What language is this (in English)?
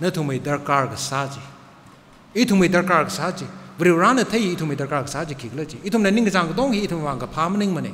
Tangkhul Naga (India)